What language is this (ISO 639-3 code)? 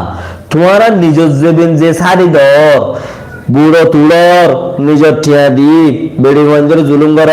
rhg